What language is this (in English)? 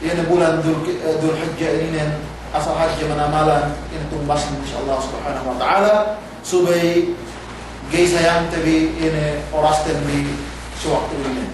Yakan